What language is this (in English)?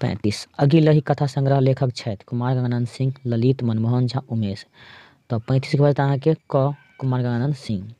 Maithili